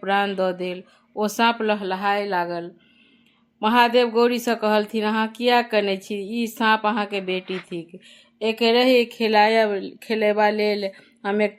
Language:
Maithili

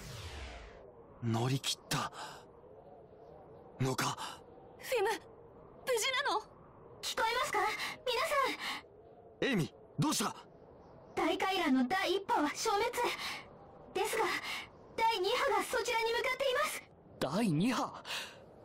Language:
Japanese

